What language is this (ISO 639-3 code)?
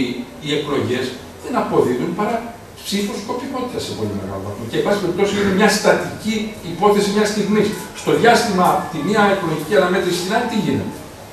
ell